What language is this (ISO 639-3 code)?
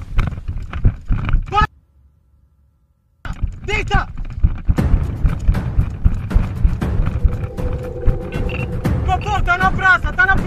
por